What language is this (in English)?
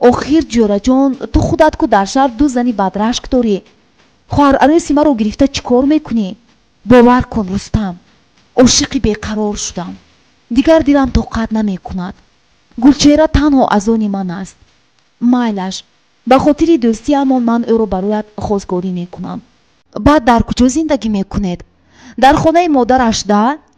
Tajik